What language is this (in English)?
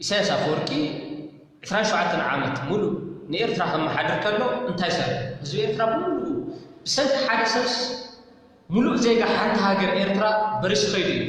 Tigrinya